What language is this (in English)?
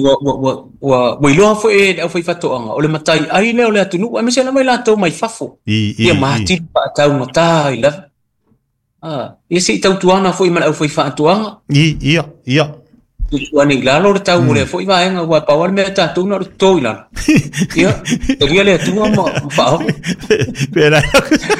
Samoan